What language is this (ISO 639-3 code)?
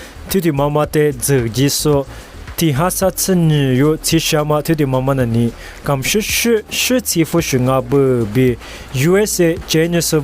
lis